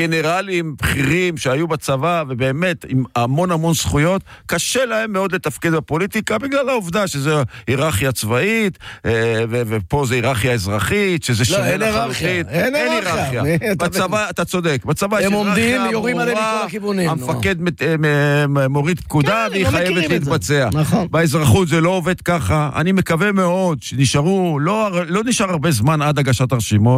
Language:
Hebrew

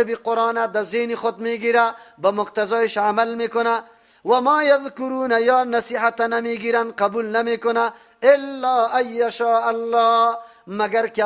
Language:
Persian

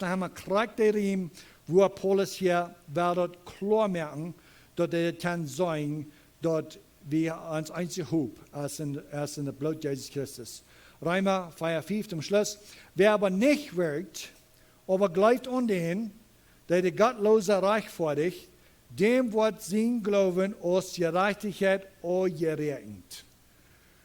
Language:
Plautdietsch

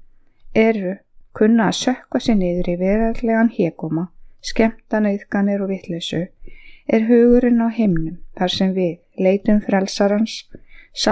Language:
Icelandic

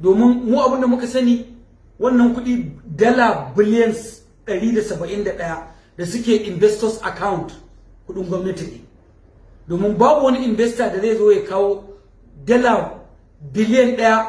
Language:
Hausa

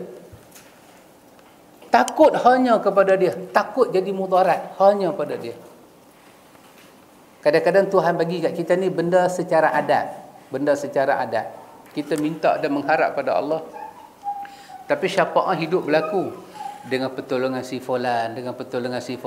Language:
Malay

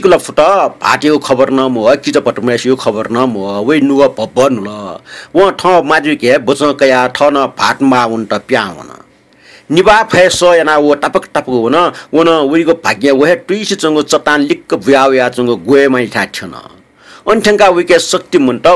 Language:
Newari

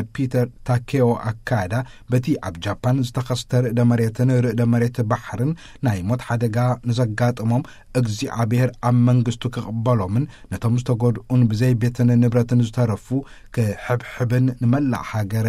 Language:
Tigrinya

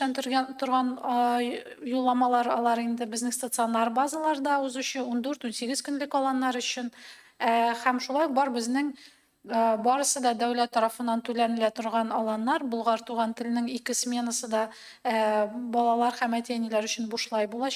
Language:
Tatar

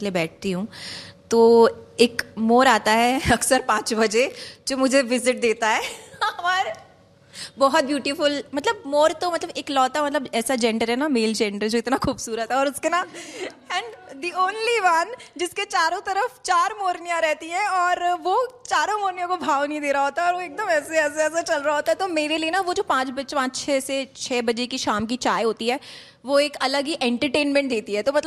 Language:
Hindi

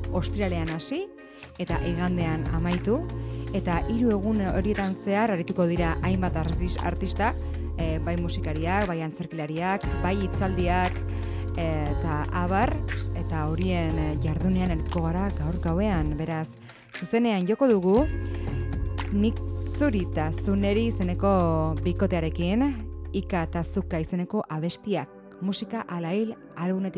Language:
Basque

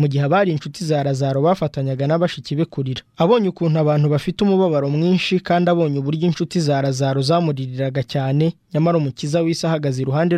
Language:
Kinyarwanda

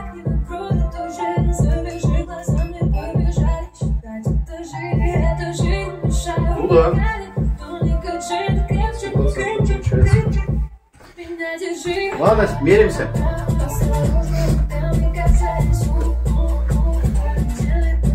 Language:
Russian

